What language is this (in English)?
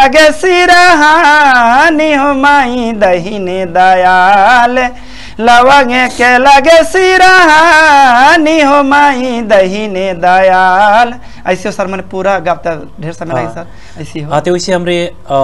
Bhojpuri